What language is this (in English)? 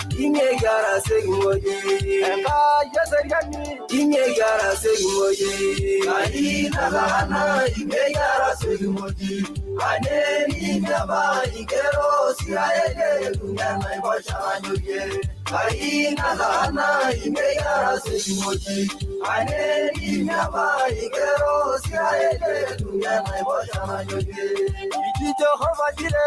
Masai